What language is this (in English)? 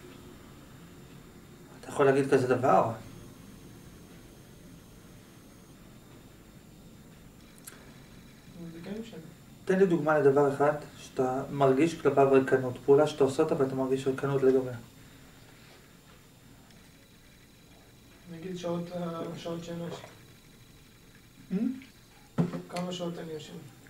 Hebrew